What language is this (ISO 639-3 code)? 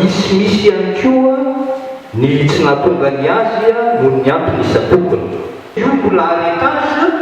mlg